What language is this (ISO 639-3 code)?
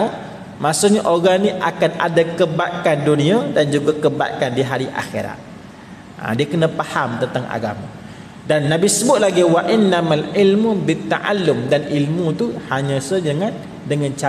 msa